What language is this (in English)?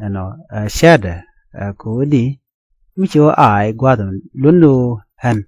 Nuer